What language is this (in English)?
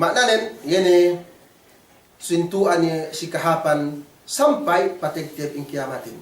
Yakan